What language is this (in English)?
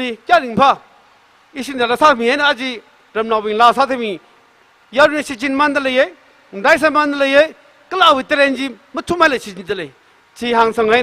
Tangkhul Naga (India)